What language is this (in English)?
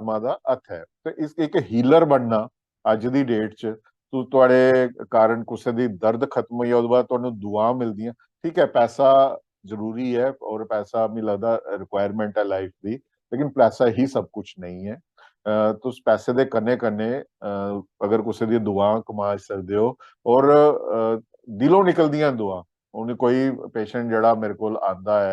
Dogri